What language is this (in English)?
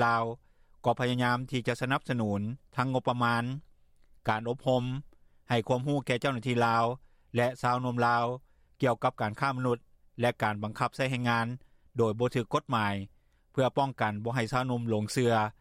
Lao